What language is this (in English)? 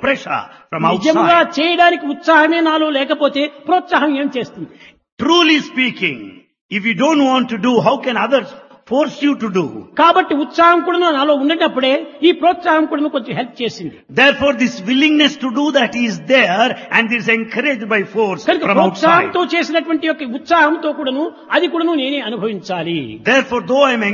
Telugu